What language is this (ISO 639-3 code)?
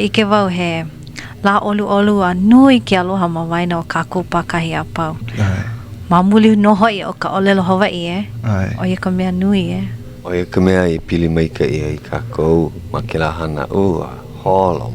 haw